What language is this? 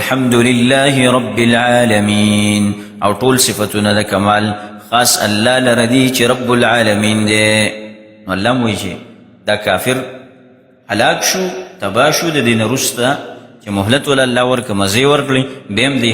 Pashto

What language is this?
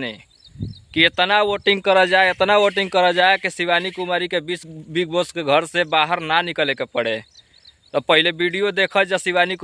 Bhojpuri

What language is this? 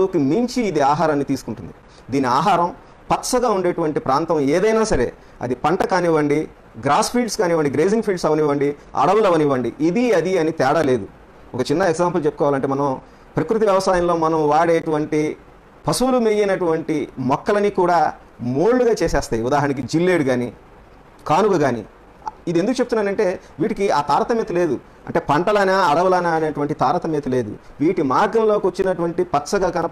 Telugu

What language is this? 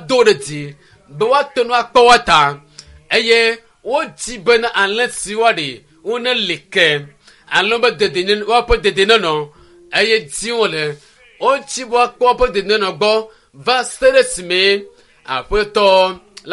Ewe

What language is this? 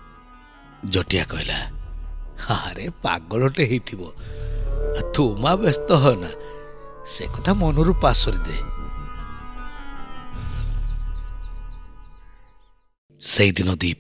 Odia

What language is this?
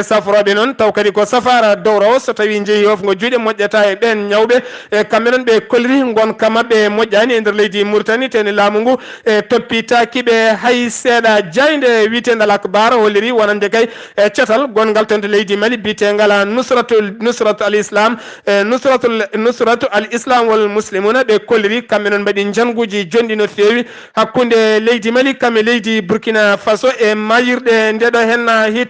Fula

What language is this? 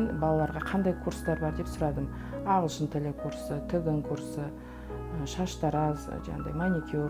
Kazakh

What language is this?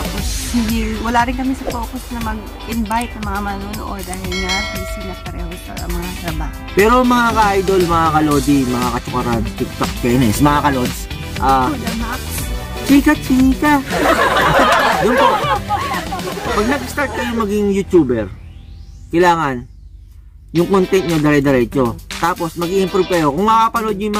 Filipino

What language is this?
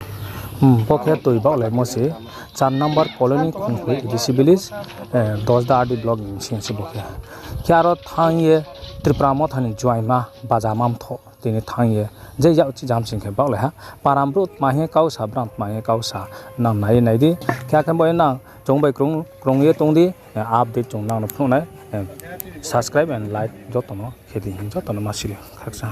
Riang (India)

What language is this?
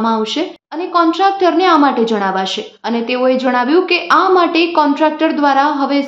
Gujarati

